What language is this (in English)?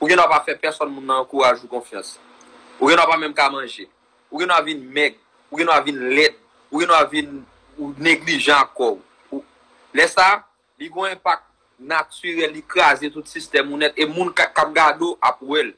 Haitian Creole